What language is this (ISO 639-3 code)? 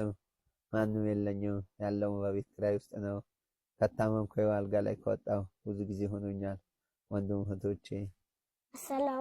amh